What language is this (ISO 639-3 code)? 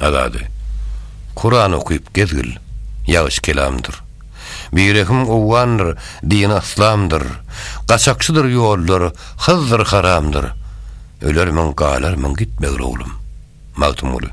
tuk